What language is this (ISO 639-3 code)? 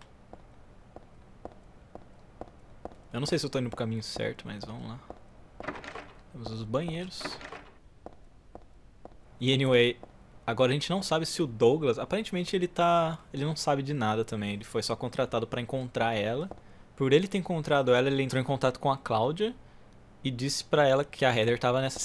por